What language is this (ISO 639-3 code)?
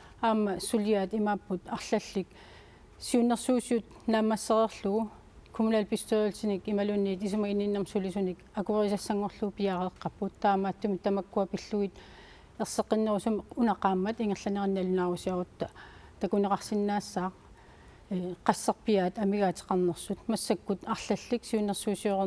kal